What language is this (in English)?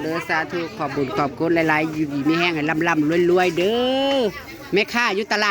Northeastern Thai